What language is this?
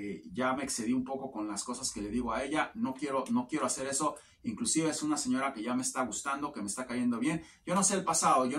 Spanish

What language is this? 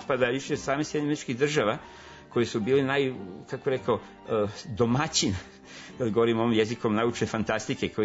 Serbian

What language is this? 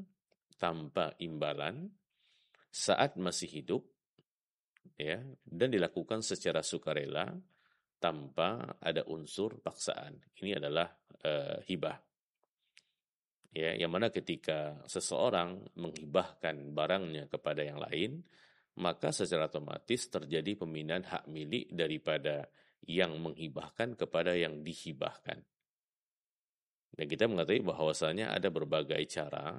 Indonesian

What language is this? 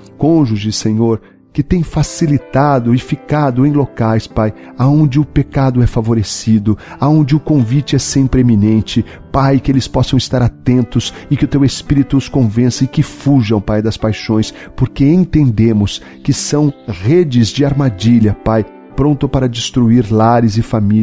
Portuguese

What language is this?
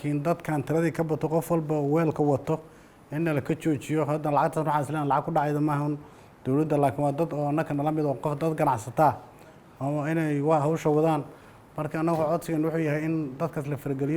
Somali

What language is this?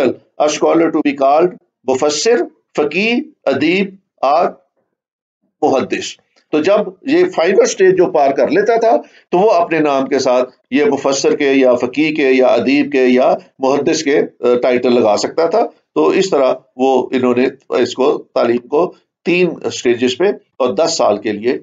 Urdu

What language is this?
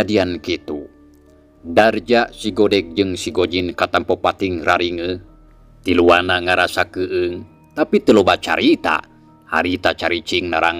Sundanese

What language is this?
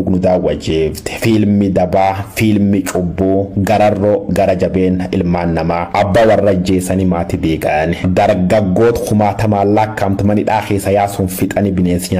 Oromo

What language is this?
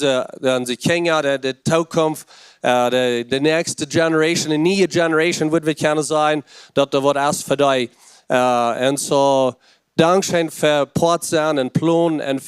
Plautdietsch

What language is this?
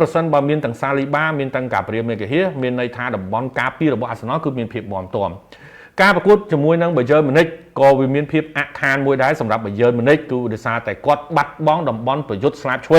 Khmer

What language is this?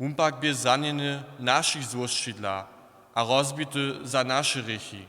Upper Sorbian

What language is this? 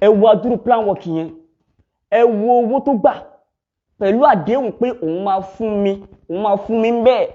Yoruba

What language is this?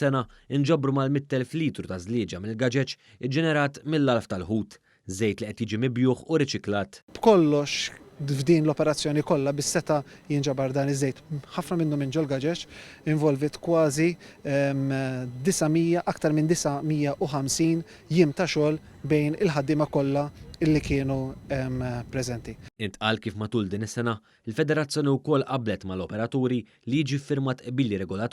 Maltese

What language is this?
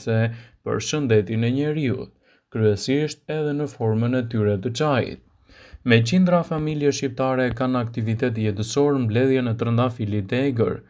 Albanian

